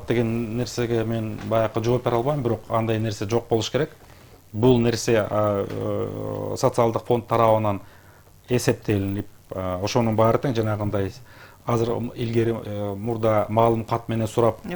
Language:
Kyrgyz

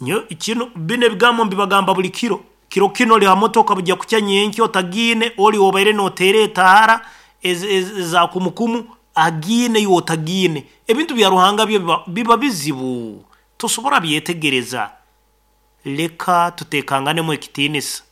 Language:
Nyankole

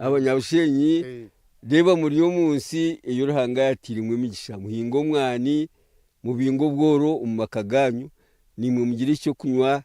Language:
Nyankole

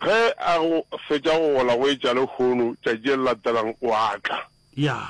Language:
Northern Sotho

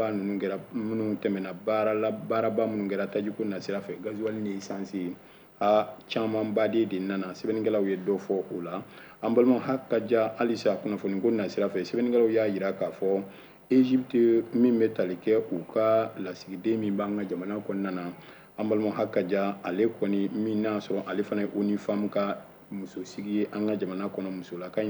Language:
Bambara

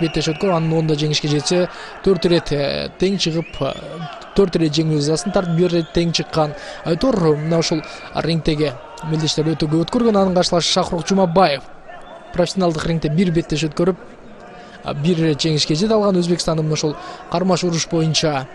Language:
Kyrgyz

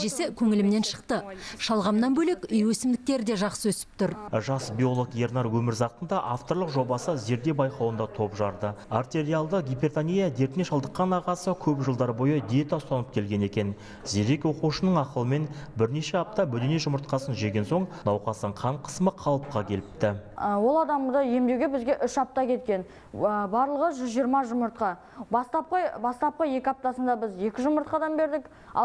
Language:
Kazakh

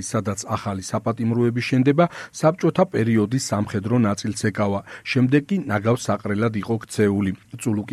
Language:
Georgian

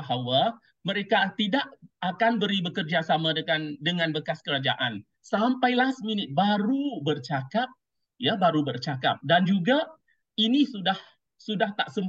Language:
Malay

